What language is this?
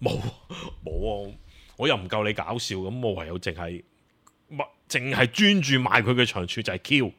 Cantonese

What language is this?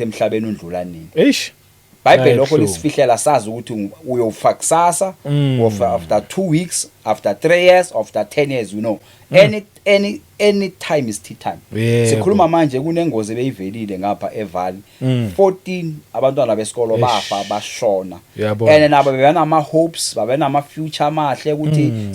Zulu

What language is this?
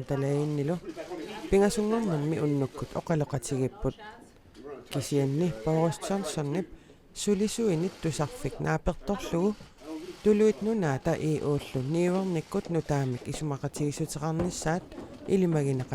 Kalaallisut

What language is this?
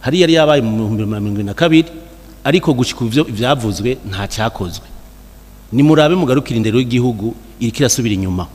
Rundi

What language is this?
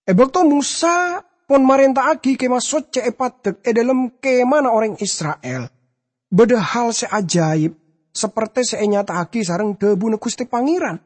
Madurese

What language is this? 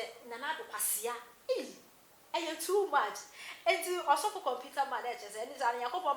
Akan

